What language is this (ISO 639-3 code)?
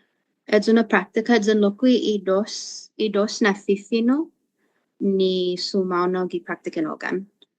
cha